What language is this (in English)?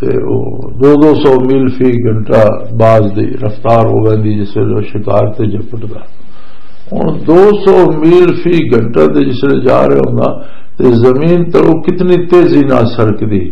Western Panjabi